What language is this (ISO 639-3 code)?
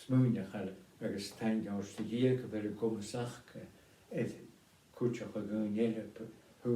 gla